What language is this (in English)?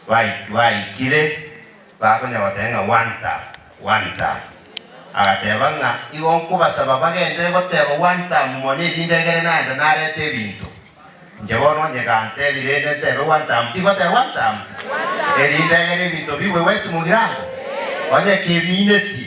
Gusii